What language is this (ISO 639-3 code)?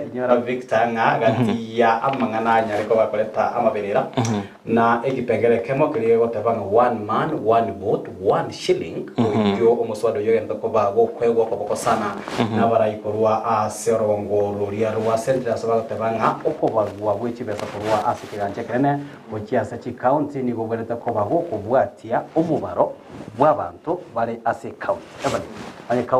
guz